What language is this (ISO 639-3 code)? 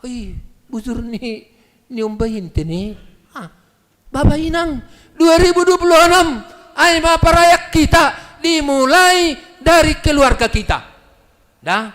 bts